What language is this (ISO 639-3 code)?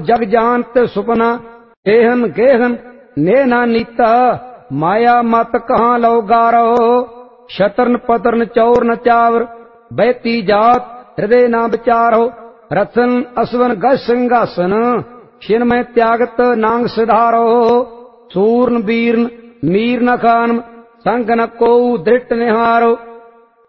pan